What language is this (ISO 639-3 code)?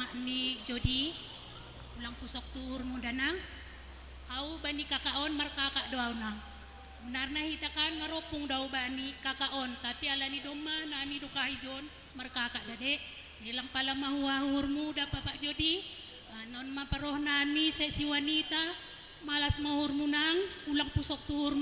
bts